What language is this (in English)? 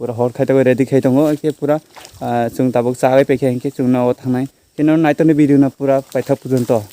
Kok Borok